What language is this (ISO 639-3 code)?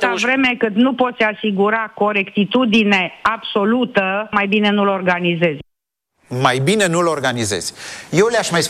ron